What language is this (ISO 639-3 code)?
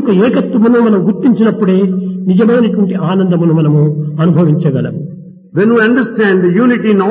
tel